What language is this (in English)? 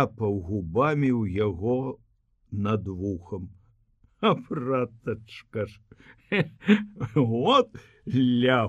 Belarusian